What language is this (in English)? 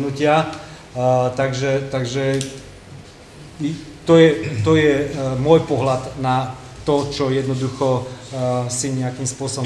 Slovak